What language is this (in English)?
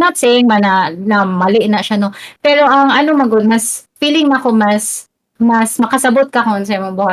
Cebuano